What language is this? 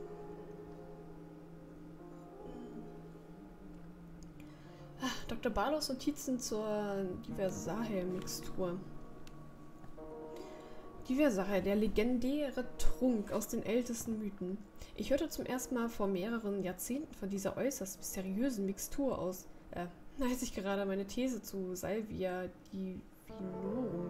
German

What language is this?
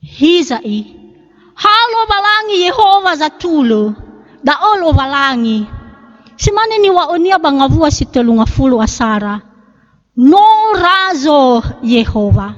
Nias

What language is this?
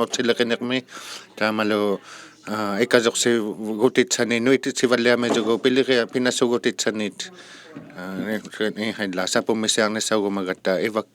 Inuktitut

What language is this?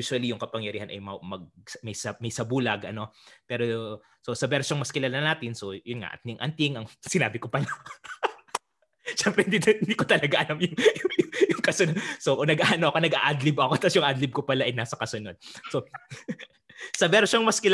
Filipino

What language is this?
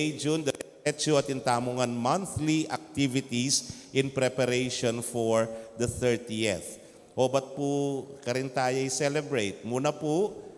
Pampanga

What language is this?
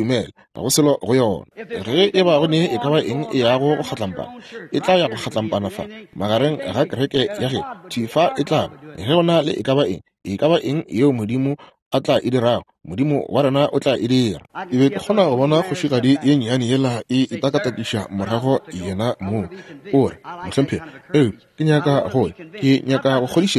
Northern Sotho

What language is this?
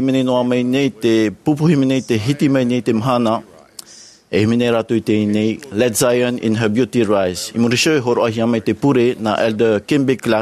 Tahitian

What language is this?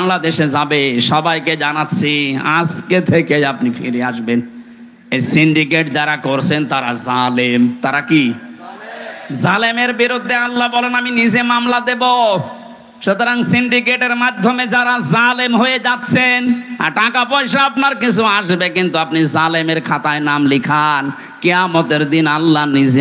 Bangla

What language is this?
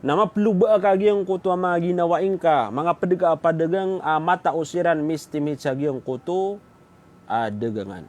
Maranao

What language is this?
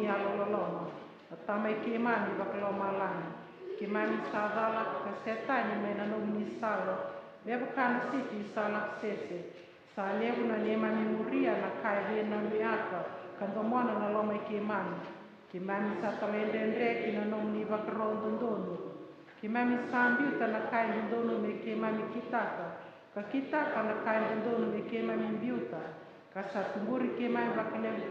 Fijian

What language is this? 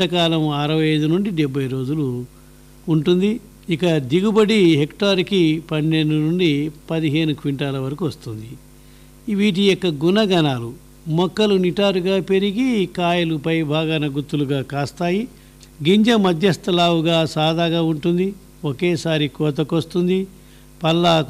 Telugu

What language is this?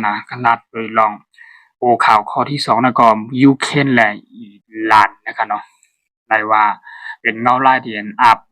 Shan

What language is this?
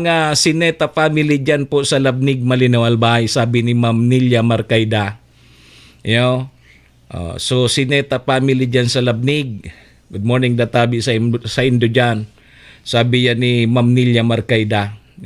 Bikol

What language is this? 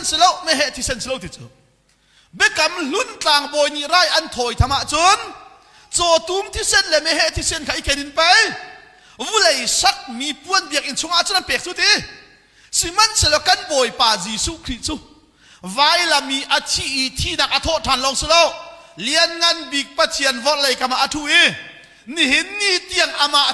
Hakha Chin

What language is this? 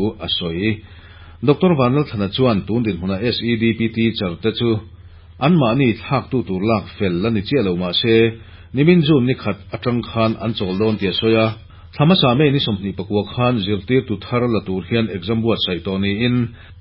Mizo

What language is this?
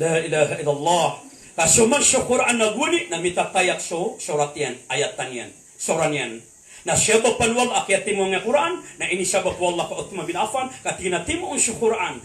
Maranao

